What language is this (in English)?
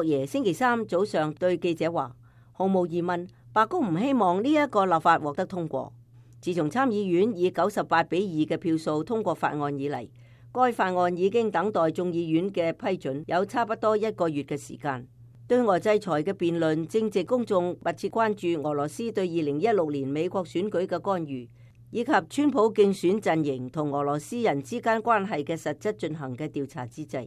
Cantonese